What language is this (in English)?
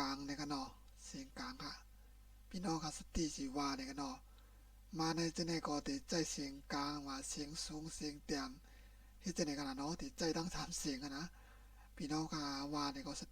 Shan